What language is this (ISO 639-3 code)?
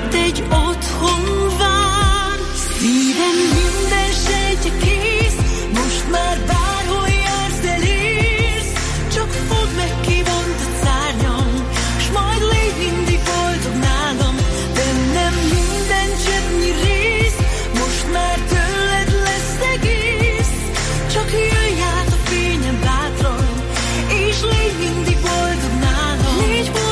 hun